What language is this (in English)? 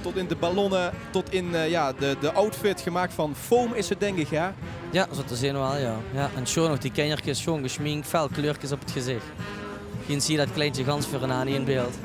Limburgish